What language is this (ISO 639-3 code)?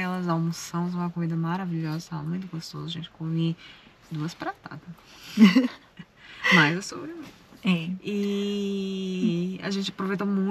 por